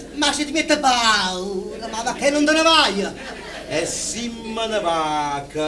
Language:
Neapolitan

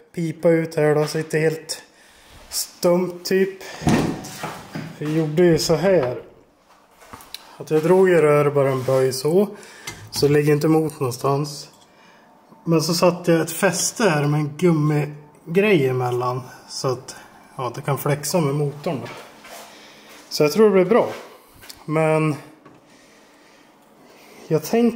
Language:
Swedish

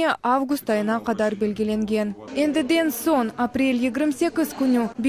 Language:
Crimean Tatar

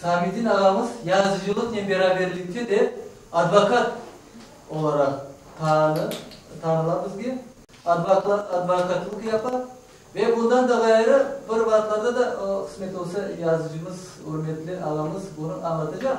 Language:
Crimean Tatar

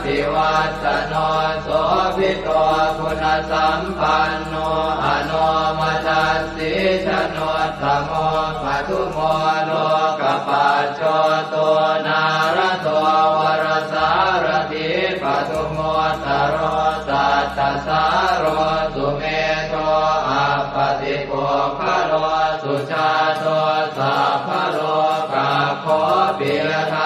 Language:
Pali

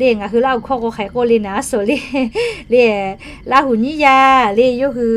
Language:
Lahu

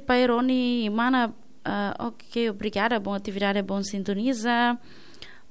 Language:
Tetum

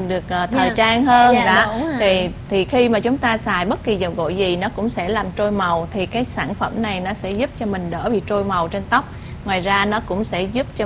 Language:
Vietnamese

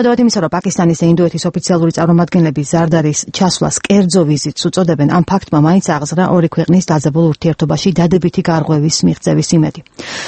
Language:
Georgian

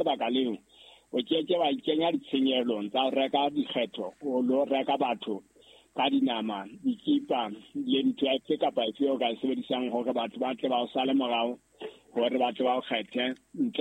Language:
Southern Sotho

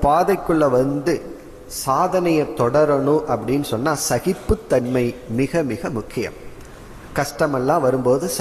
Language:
Tamil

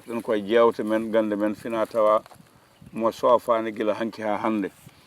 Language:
Fula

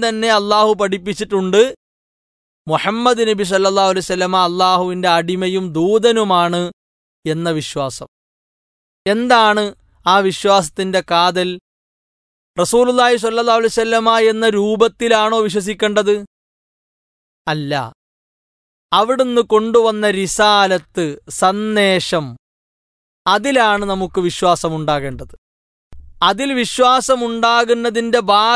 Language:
Malayalam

